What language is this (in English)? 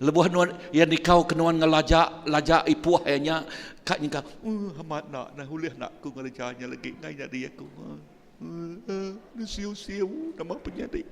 Iban